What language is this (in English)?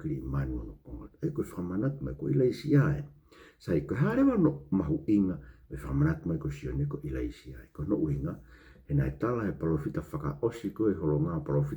Tongan